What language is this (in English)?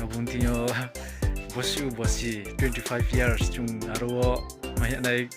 Riang (India)